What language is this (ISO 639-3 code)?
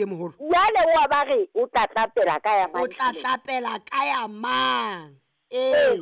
sot